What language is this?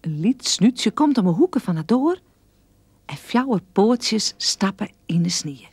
Western Frisian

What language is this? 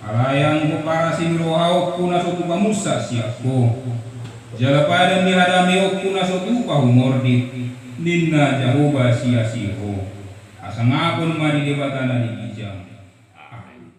Batak Toba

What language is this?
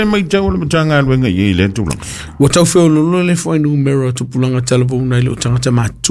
Samoan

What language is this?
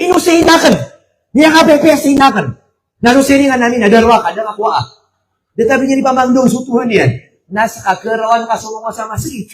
Maranao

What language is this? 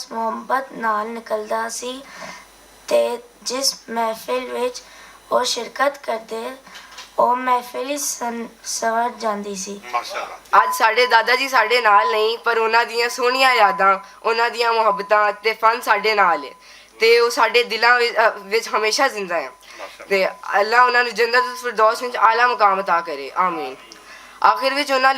Western Panjabi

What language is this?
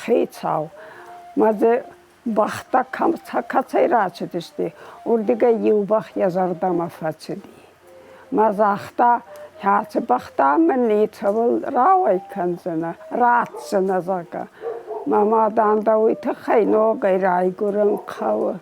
Ossetic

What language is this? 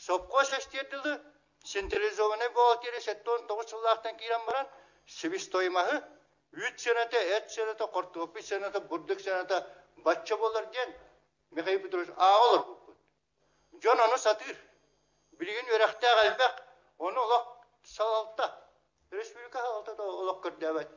Yakut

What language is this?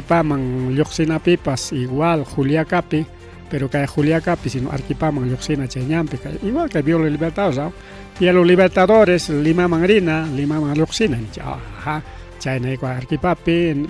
Ayacucho Quechua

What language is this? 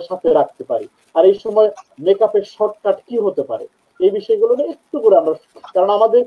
Bangla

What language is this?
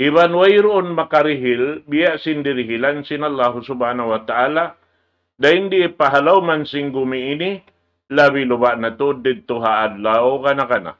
Tausug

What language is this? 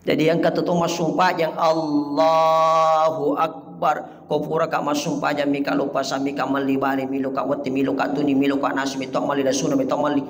Buginese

